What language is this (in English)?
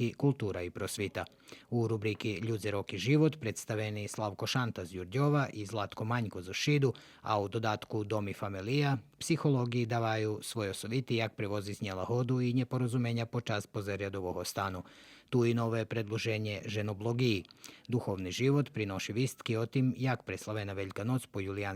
Rusyn